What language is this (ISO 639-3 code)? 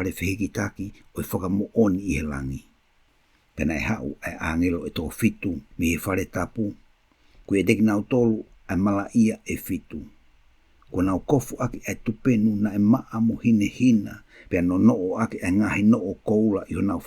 ton